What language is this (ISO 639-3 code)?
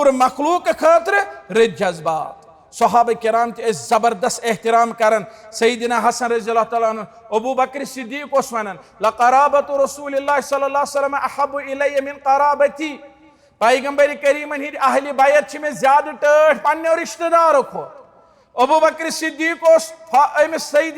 kas